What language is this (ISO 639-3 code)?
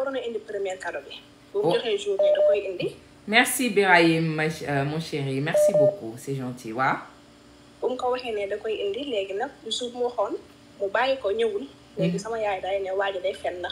wol